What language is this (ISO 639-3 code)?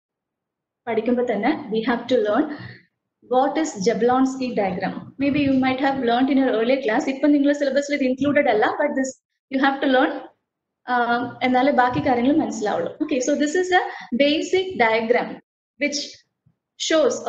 mal